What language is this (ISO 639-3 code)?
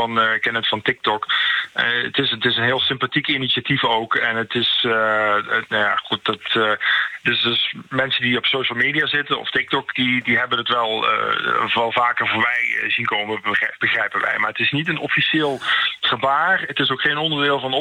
nld